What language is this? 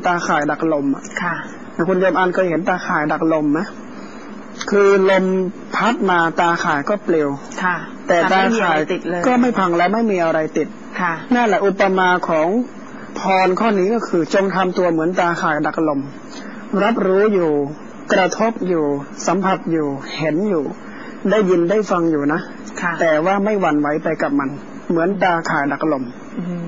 Thai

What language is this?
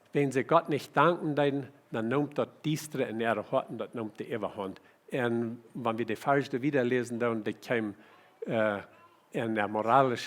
Plautdietsch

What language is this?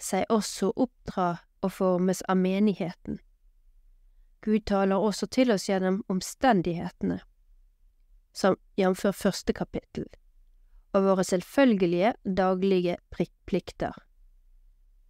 Norwegian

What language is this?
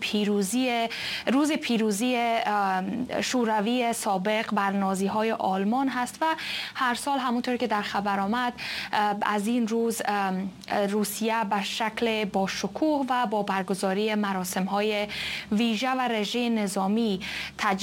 Persian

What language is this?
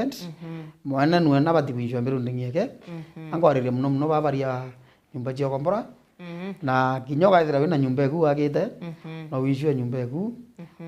Meru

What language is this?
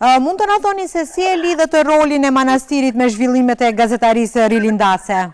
Albanian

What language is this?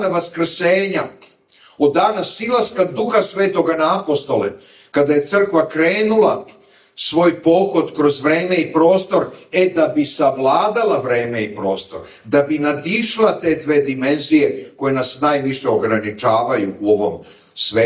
Serbian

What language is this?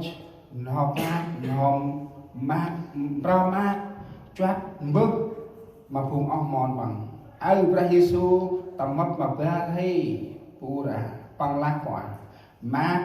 Central Mnong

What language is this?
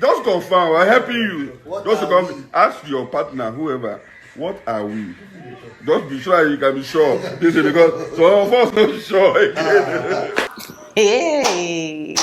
Nigerian Pidgin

